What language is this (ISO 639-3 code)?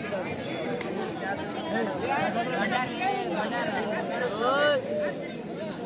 kan